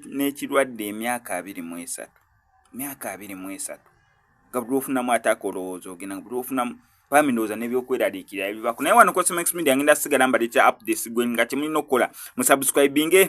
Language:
Ganda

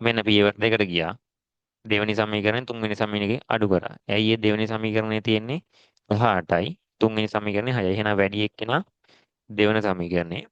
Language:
Sinhala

